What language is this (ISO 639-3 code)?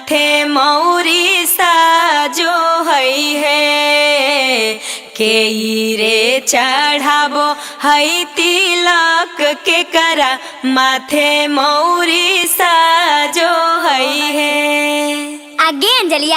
mag